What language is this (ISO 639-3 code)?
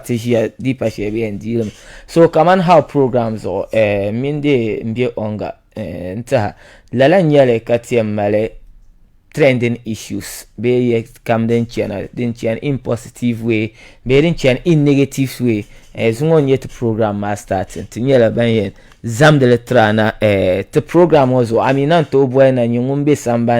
dag